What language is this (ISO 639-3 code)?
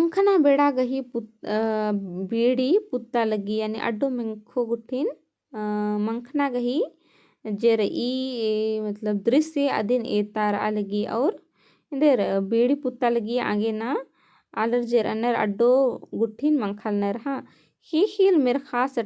kru